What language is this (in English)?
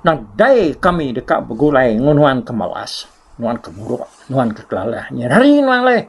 Iban